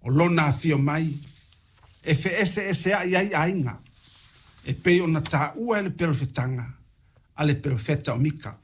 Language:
Samoan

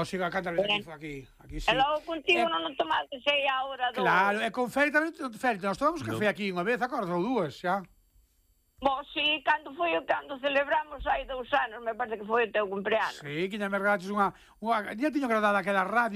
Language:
Galician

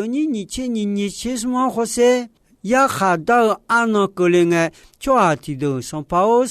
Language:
Akha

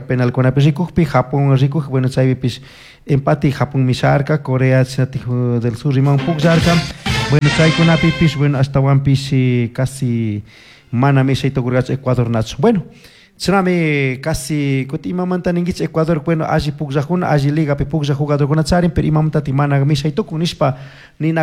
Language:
Chimborazo Highland Quichua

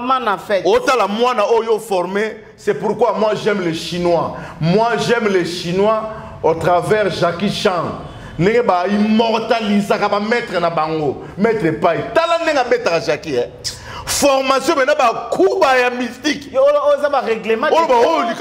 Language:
Lingala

